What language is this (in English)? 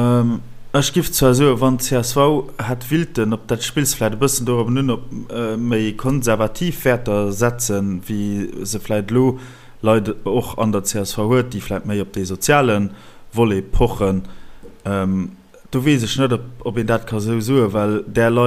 Luxembourgish